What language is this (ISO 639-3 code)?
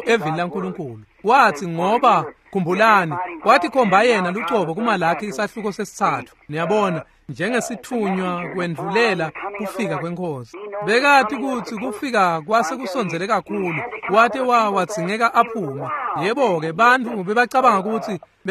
ssw